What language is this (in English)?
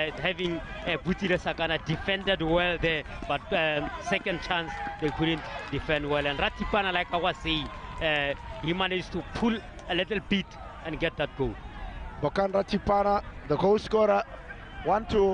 Tswana